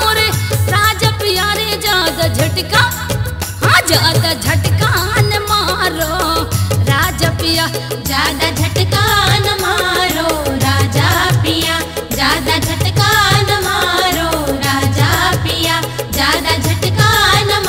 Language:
Bundeli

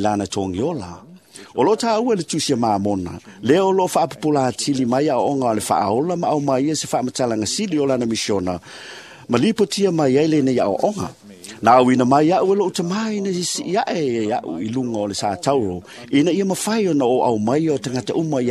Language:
Samoan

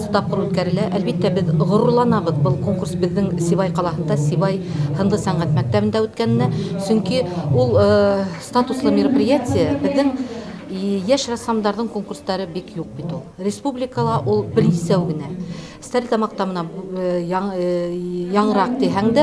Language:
Bashkir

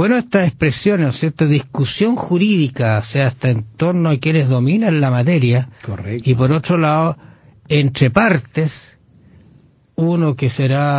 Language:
Spanish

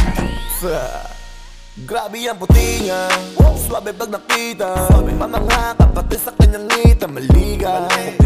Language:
Filipino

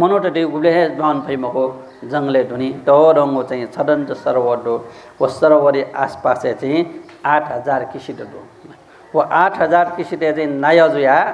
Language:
Newari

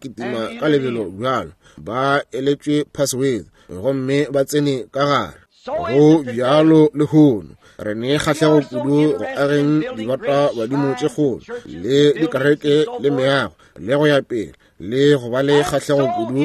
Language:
Northern Sotho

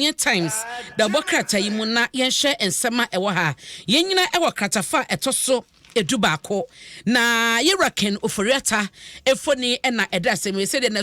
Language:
Akan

